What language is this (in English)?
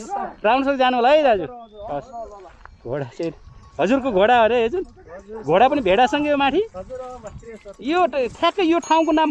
Nepali